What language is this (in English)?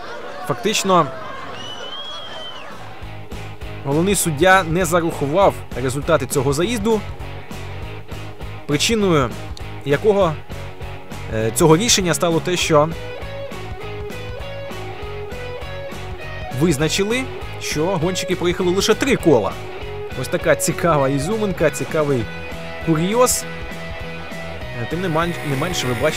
Ukrainian